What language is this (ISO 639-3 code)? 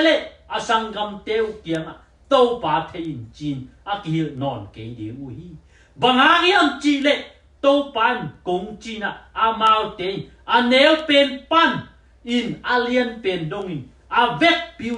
ctd